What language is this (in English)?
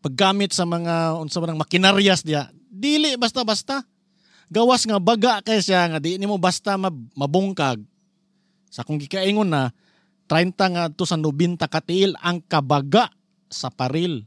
Cebuano